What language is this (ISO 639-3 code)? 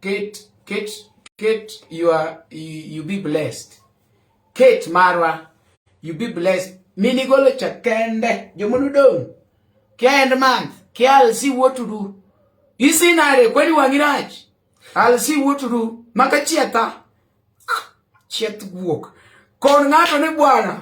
luo